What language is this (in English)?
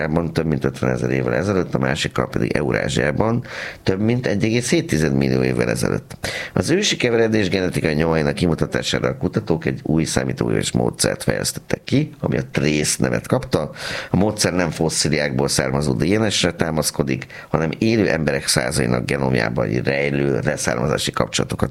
Hungarian